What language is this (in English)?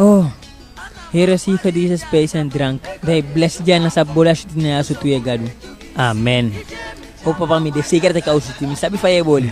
Eastern Maroon Creole